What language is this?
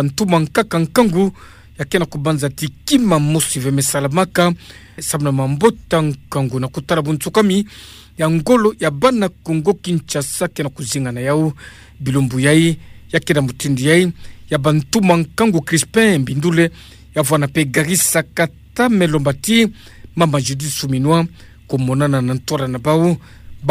Kituba (Democratic Republic of Congo)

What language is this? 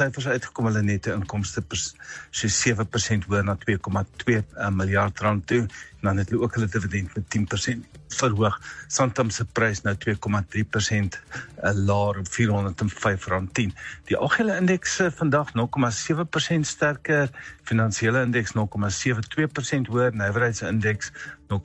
Afrikaans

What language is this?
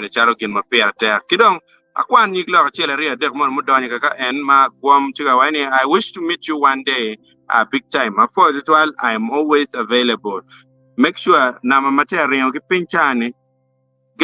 Acoli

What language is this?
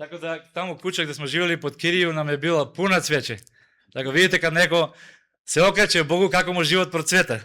Macedonian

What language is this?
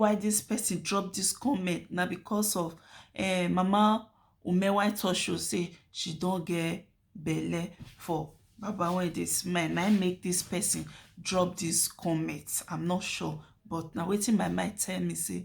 Nigerian Pidgin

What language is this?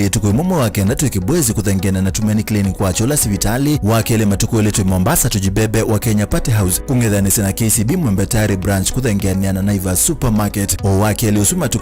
Kamba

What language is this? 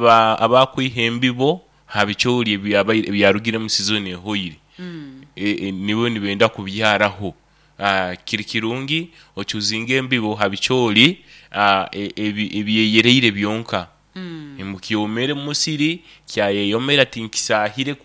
Nyoro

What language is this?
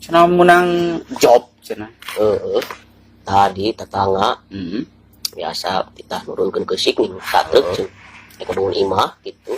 Sundanese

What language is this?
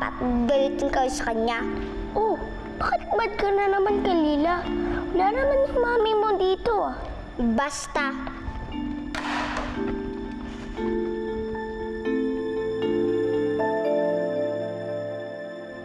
Filipino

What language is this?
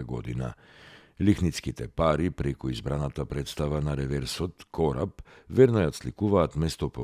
Macedonian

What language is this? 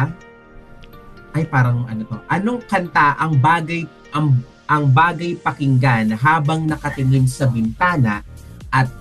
Filipino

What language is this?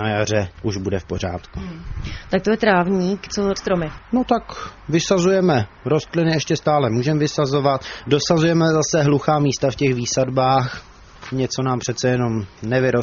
Czech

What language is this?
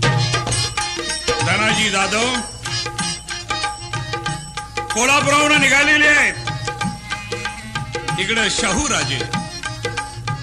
Marathi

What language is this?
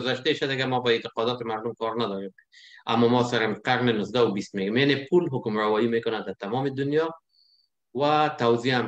Persian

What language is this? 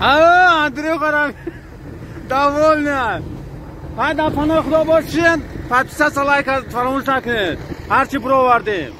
Tajik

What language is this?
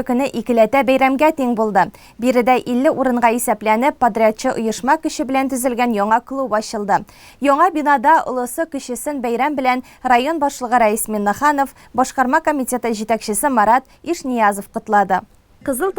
Tatar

